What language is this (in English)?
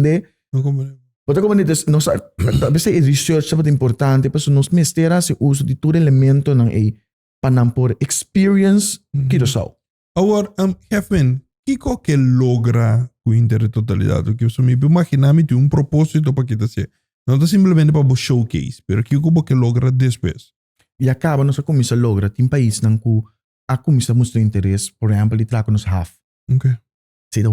Papiamento